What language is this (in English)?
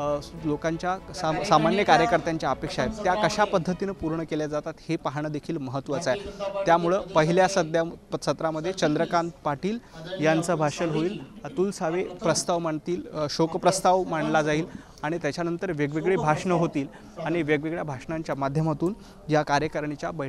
Marathi